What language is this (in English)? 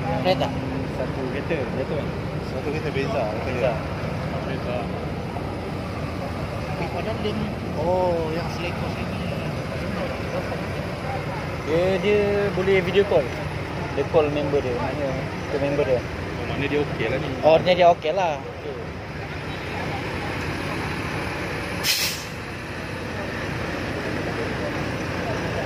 Malay